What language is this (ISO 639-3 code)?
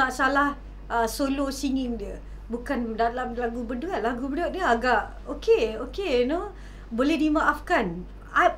msa